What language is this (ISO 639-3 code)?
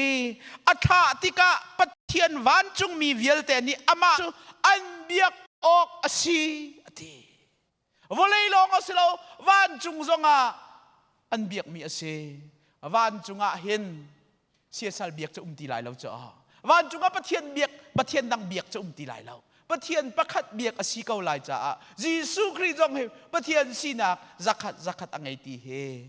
cnh